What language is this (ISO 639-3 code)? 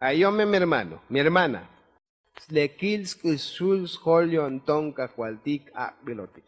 tzo